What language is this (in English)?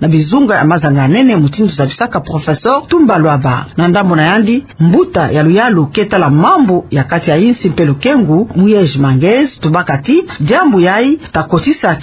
Kituba (Democratic Republic of Congo)